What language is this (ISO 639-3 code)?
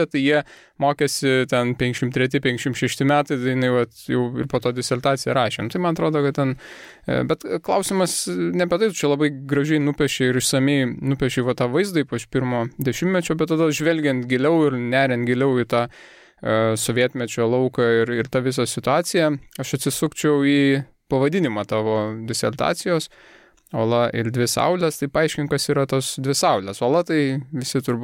lit